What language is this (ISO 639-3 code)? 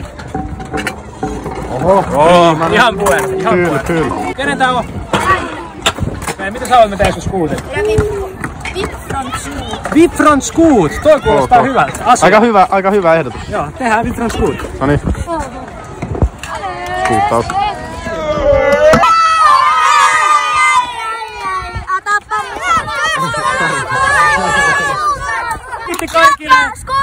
fin